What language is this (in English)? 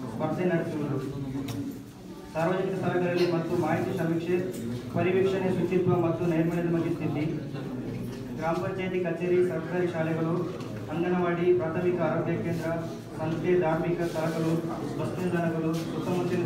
Kannada